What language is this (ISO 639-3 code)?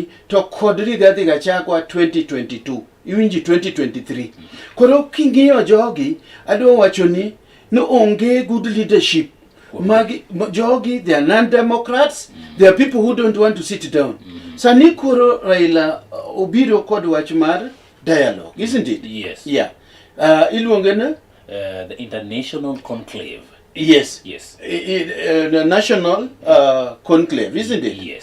luo